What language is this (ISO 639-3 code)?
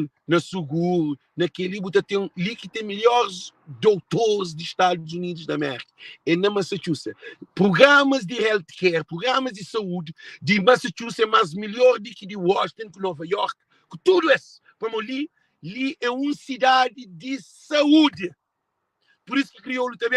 kea